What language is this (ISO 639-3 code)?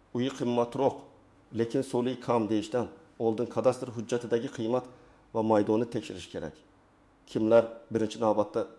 uzb